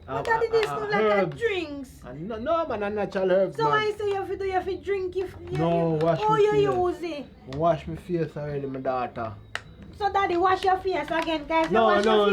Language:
Jamaican Creole English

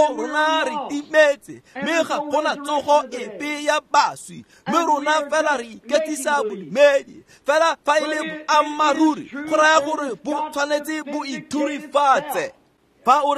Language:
Tswana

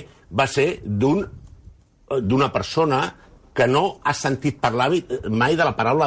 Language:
Catalan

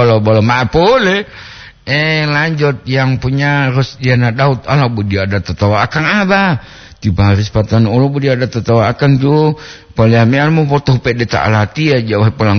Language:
Gorontalo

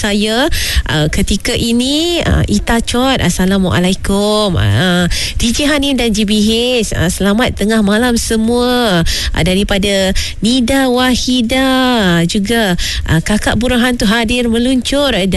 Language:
Malay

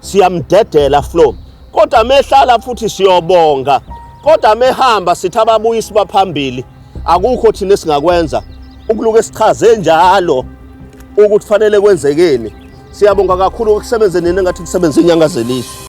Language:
Zulu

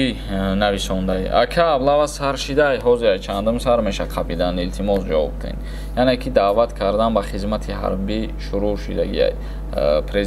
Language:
Tajik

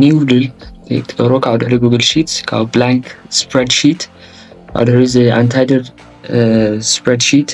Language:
Tigrinya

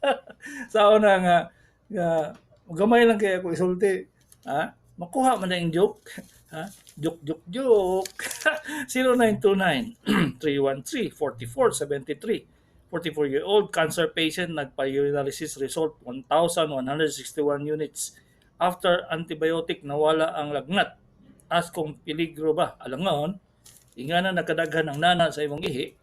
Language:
Cebuano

